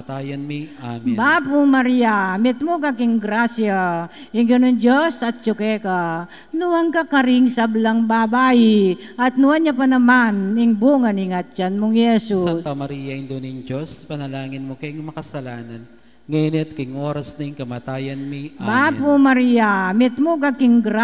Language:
Pampanga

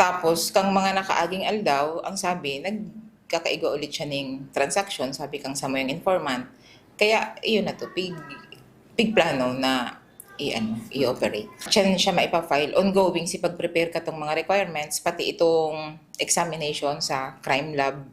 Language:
Bikol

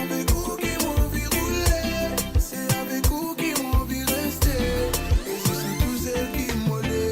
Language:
Morisyen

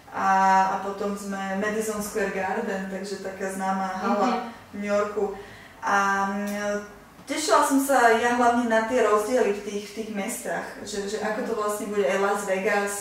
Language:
Slovak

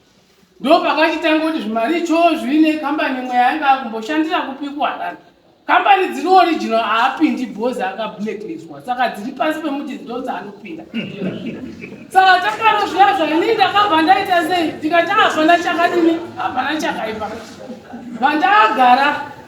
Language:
Shona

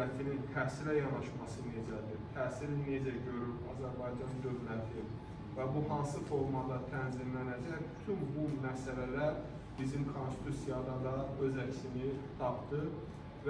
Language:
Azerbaijani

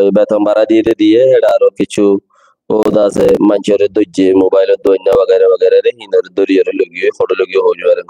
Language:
Rohingya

